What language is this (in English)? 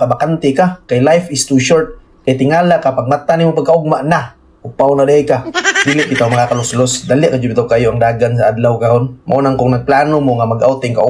Cebuano